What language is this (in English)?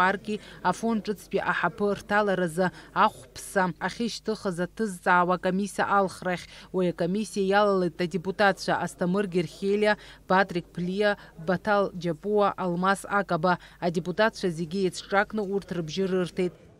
Abkhazian